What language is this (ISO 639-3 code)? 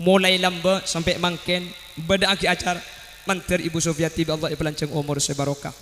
mad